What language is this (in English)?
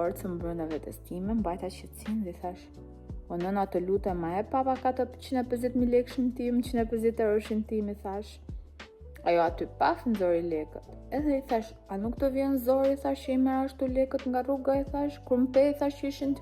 Albanian